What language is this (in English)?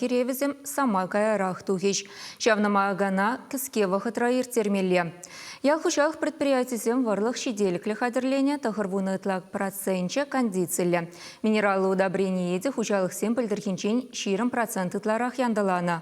Chuvash